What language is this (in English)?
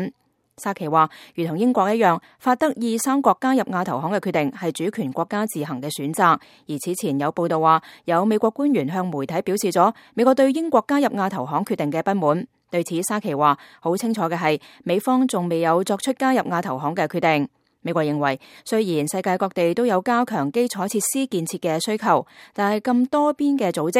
Cantonese